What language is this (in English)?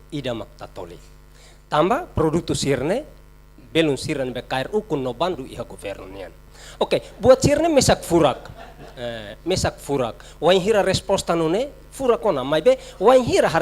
Tetum